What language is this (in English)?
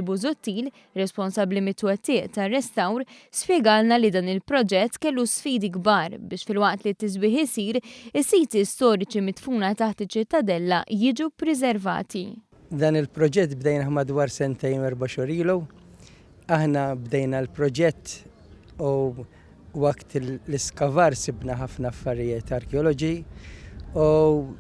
Maltese